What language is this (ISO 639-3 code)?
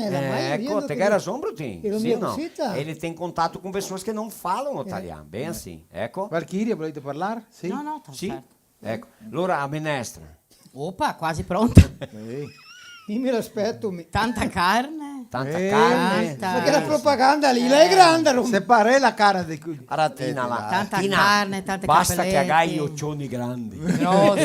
vec